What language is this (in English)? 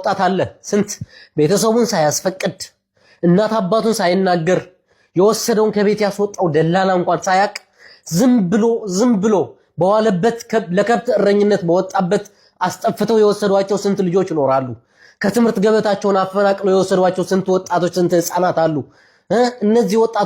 Amharic